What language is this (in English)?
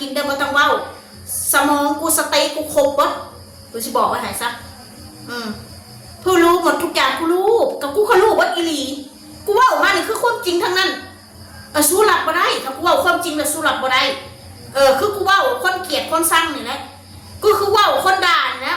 Northeastern Thai